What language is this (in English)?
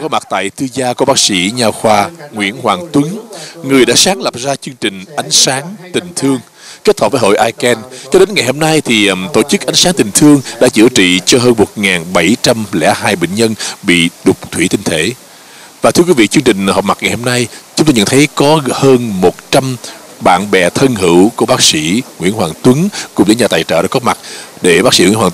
Vietnamese